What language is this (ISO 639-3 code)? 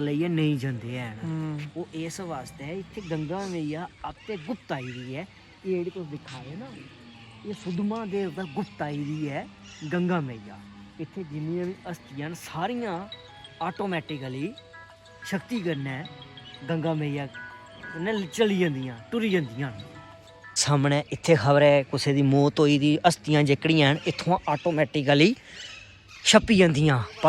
doi